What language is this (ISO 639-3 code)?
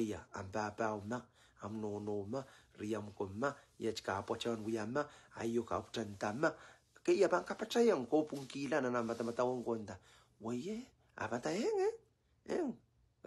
pon